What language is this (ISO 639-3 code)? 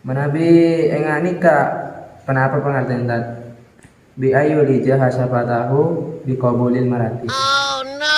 mad